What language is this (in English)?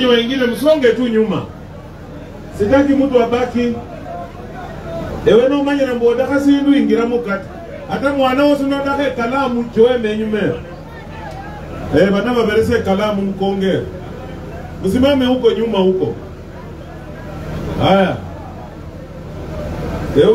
Swahili